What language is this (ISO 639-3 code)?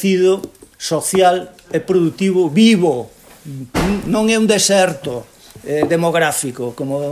glg